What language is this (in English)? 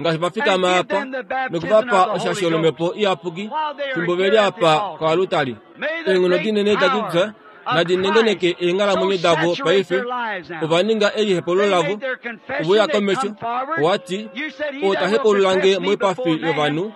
Kuanyama